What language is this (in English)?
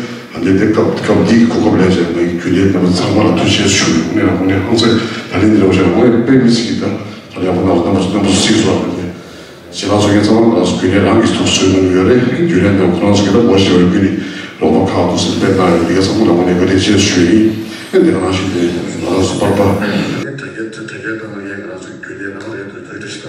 Tibetan